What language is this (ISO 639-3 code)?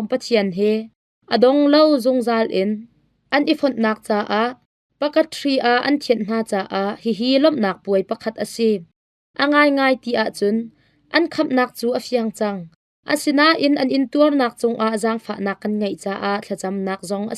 cnh